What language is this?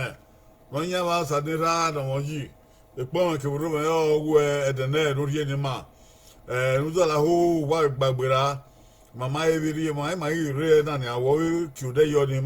Bini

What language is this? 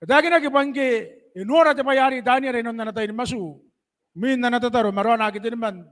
Gilbertese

